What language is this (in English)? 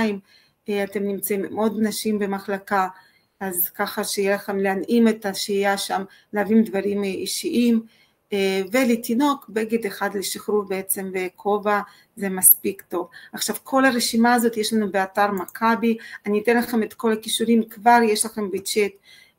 Hebrew